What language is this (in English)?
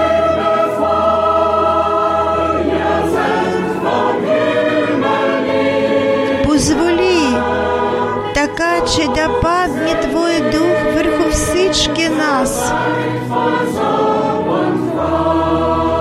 Bulgarian